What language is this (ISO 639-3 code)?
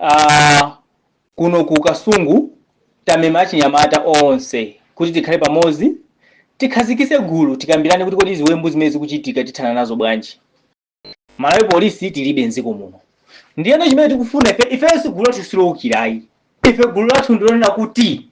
nya